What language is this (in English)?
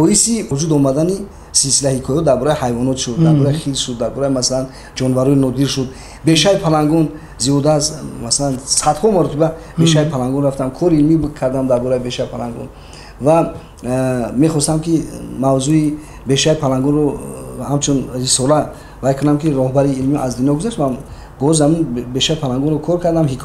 Tajik